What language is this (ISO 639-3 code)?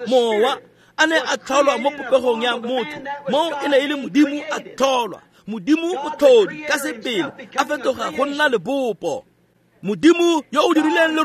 tsn